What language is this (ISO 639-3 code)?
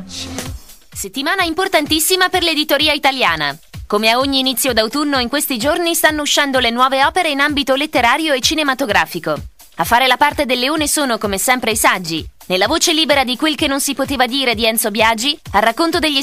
ita